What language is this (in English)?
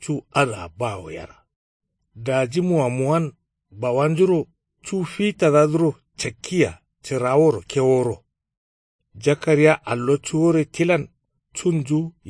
Kanuri